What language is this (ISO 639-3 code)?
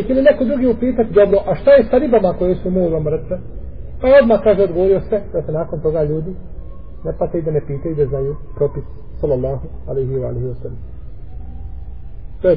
bos